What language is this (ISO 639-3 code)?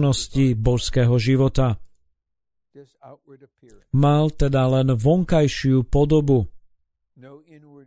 slk